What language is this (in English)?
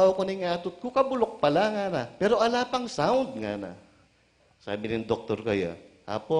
Pampanga